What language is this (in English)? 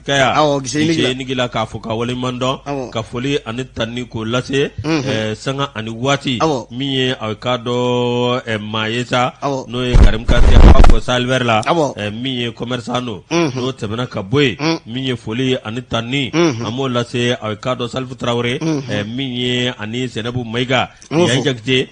Bambara